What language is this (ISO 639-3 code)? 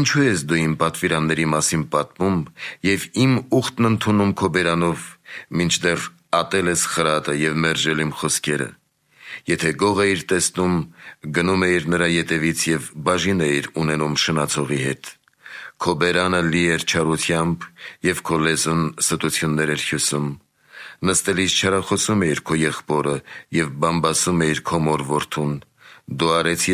hye